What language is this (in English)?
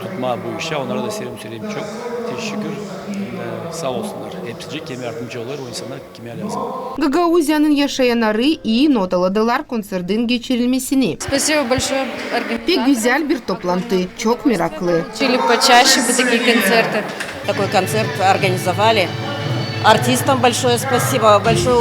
Gagauz